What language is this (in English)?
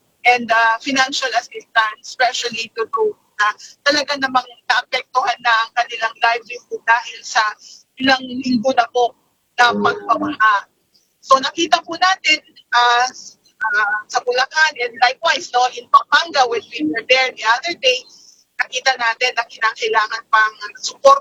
Filipino